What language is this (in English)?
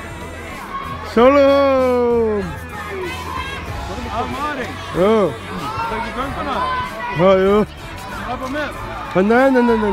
Icelandic